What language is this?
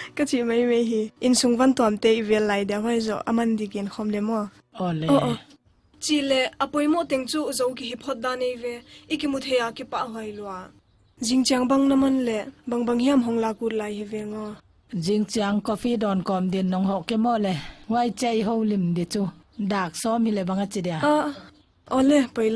Paite Chin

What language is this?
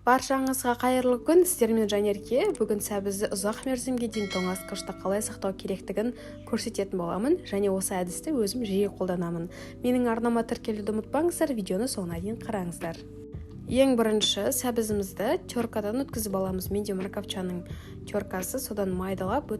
Kazakh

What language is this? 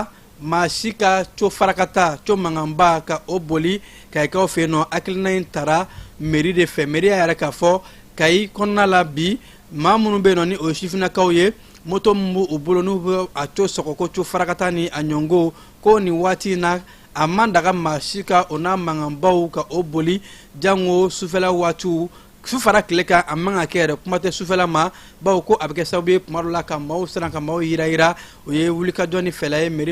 Bambara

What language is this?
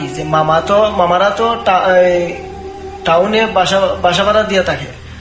Bangla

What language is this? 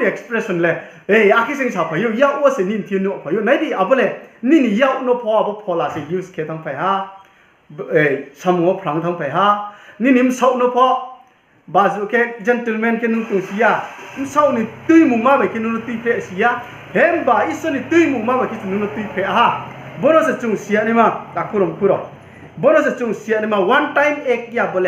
Riang (India)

